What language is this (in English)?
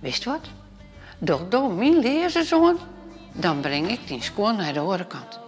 Western Frisian